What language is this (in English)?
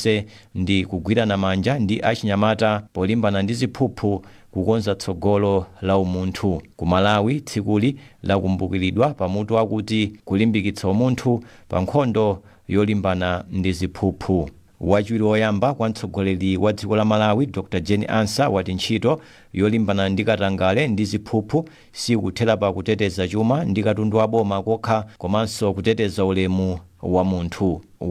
Nyanja